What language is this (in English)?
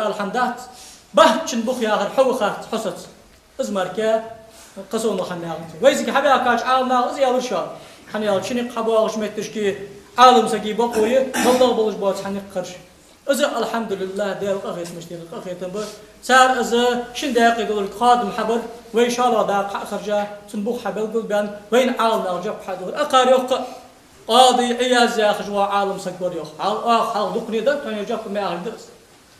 Ingush